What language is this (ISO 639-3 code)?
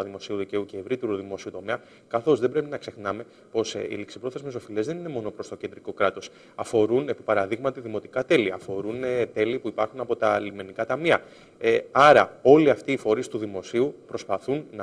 ell